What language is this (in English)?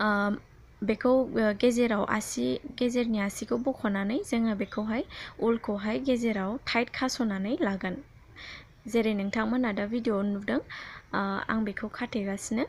Bodo